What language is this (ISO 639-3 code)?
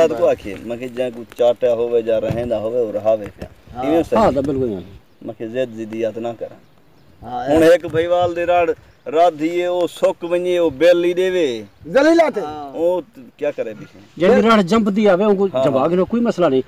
skr